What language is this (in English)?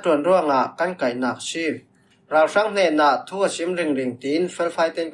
Falam Chin